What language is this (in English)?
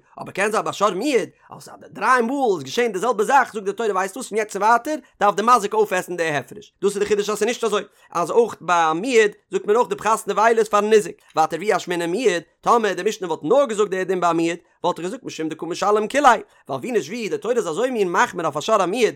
Yiddish